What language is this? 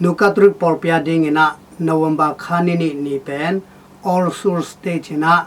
Tedim Chin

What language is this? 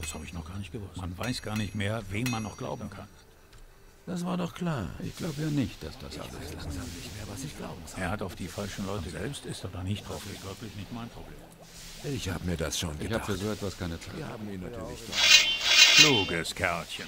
Bavarian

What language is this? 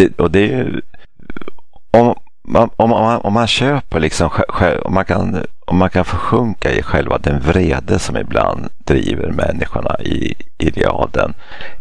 Swedish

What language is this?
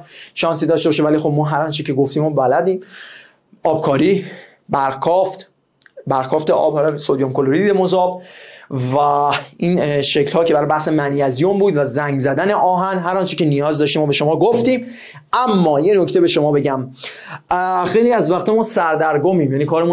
Persian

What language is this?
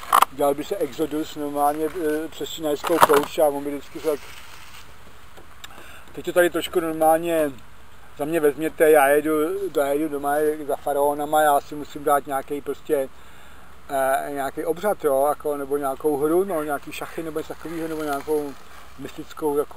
Czech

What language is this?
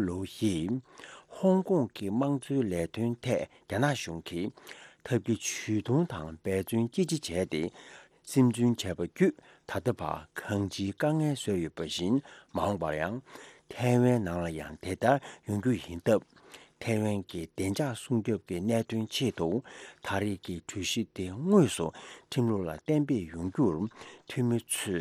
Tibetan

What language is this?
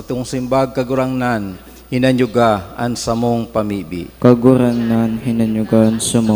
Bikol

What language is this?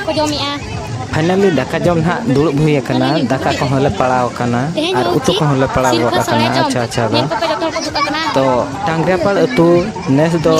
Santali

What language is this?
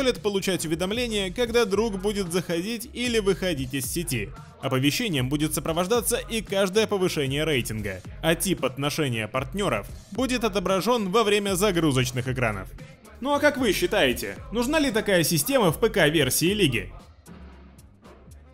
Russian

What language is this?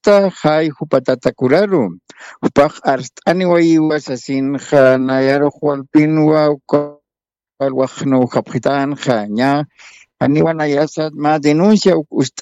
Aymara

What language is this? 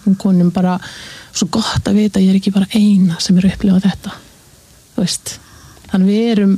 Icelandic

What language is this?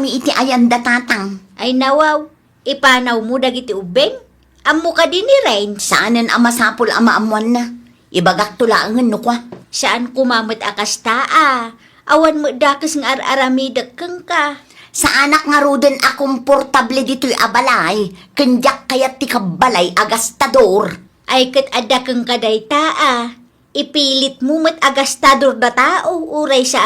Iloko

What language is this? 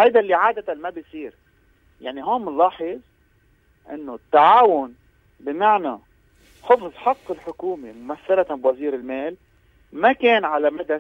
North Levantine Arabic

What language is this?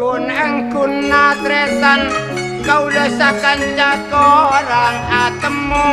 Madurese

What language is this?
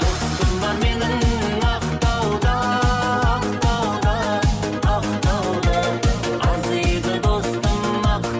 Kara-Kalpak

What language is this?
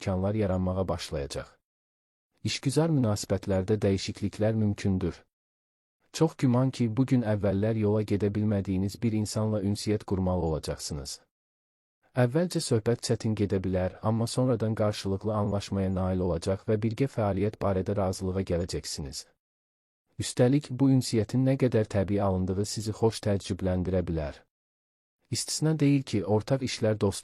Azerbaijani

